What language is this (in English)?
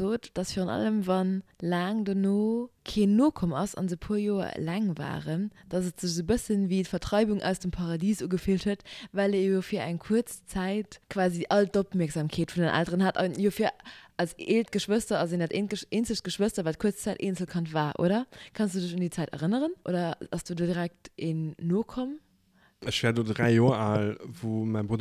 Luxembourgish